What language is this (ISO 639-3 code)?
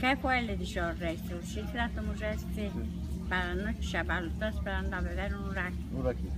lad